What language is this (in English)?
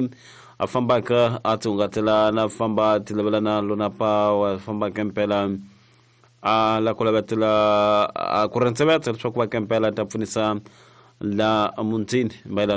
Tsonga